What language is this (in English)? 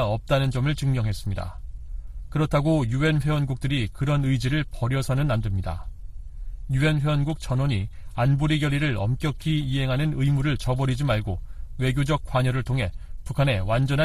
Korean